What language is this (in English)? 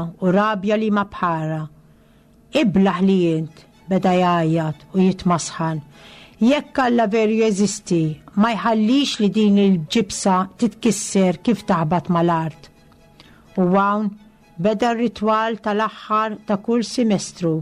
Maltese